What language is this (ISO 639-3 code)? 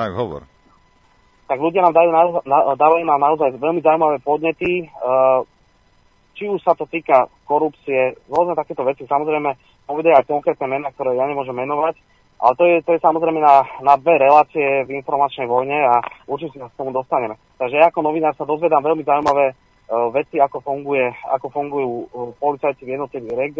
slk